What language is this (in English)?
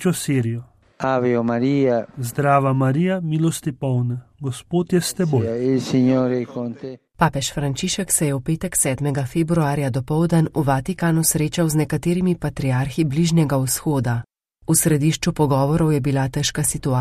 Slovenian